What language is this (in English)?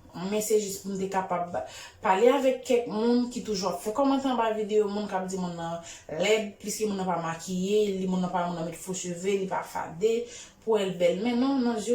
Haitian Creole